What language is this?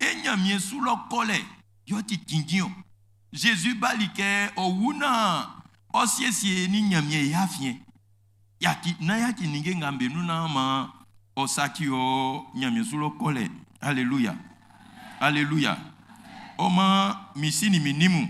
Baoulé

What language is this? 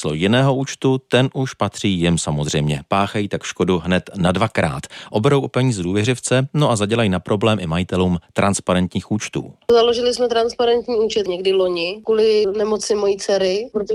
Czech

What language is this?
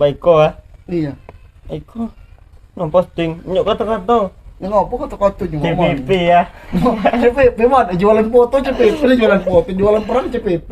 Musi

